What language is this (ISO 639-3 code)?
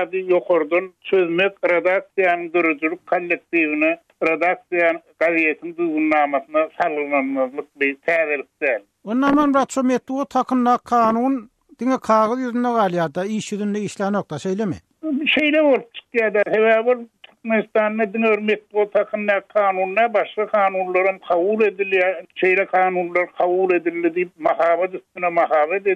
tuk